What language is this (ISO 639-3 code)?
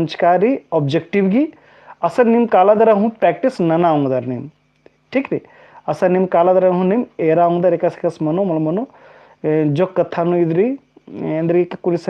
kru